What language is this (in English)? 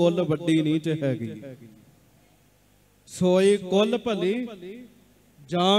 Punjabi